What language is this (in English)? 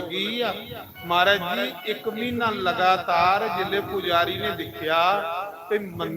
Dogri